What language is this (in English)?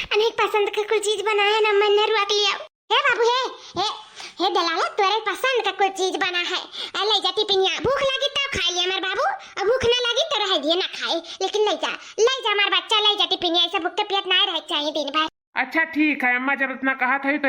Awadhi